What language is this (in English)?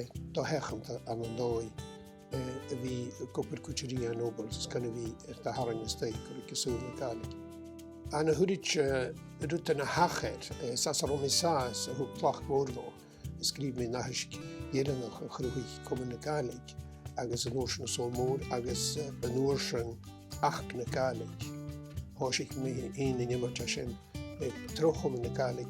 Scottish Gaelic